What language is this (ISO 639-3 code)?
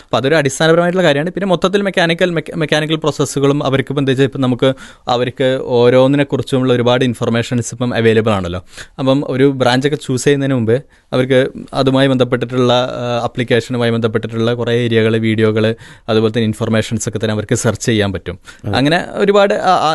mal